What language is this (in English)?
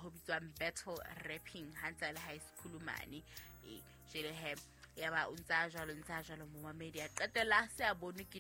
Southern Sotho